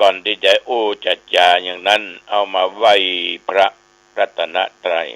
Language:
Pali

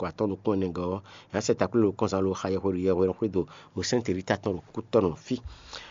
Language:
Fon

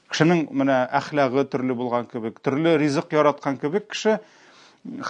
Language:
Tatar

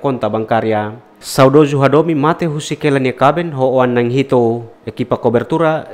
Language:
Tetum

